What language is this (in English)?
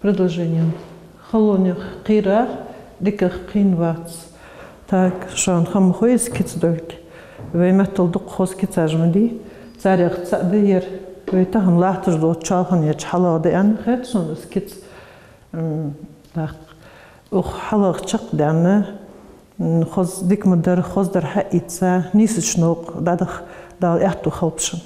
Ingush